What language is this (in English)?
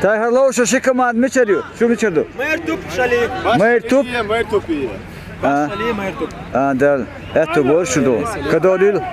Chechen